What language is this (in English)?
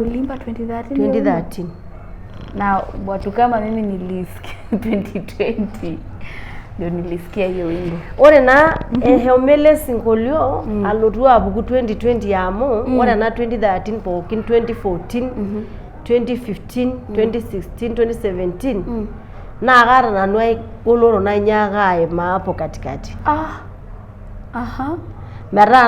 Masai